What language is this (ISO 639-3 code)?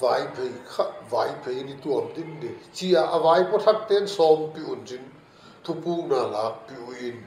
pck